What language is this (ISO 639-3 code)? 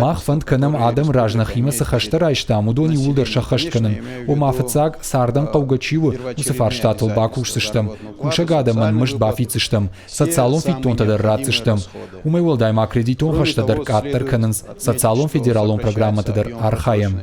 oss